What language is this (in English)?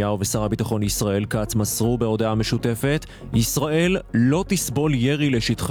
Hebrew